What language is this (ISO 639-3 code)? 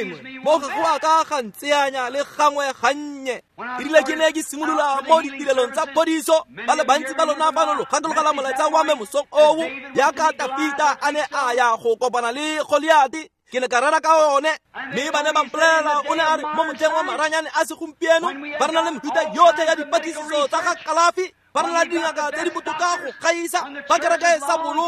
tsn